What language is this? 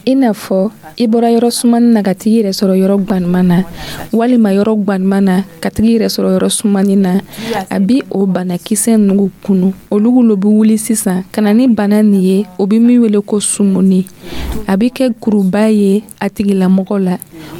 Dyula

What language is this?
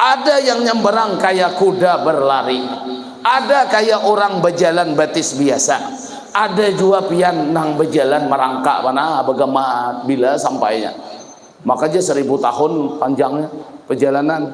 Banjar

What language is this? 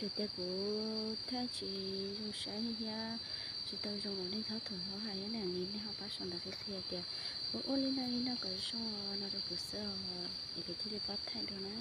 Hmong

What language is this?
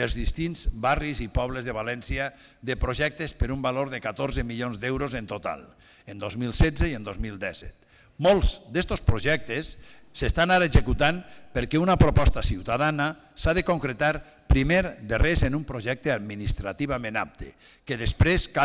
Catalan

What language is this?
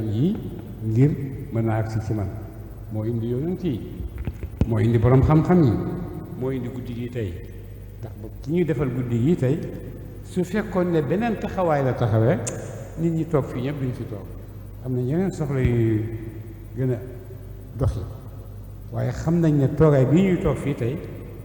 Wolof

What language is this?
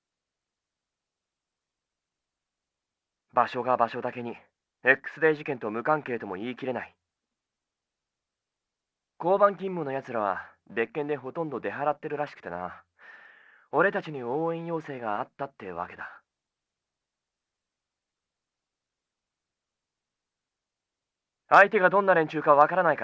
Japanese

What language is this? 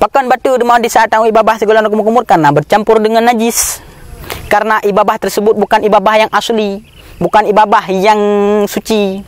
Achinese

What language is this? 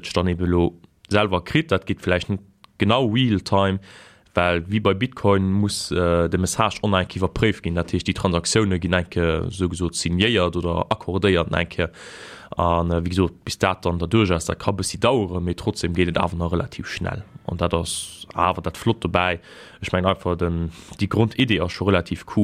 Luxembourgish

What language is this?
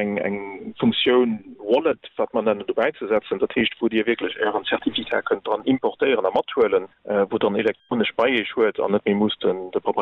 Luxembourgish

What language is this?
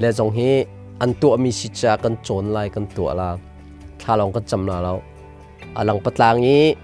Hakha Chin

